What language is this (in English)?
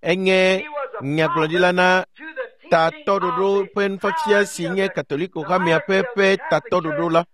Ewe